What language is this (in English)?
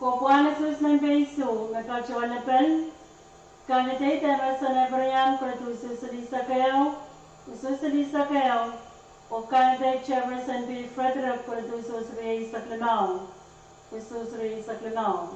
Pohnpeian